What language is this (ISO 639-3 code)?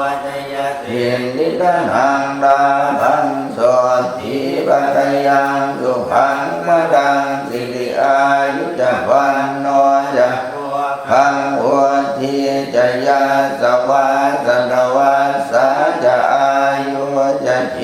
pli